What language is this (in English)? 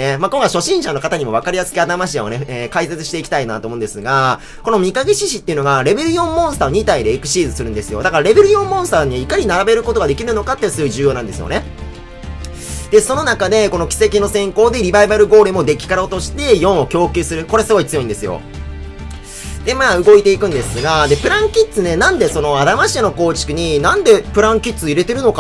Japanese